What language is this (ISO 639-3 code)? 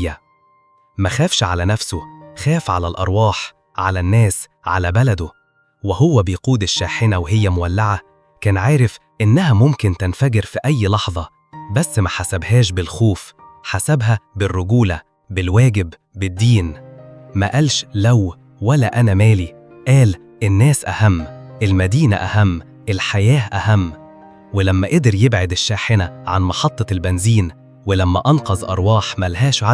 arz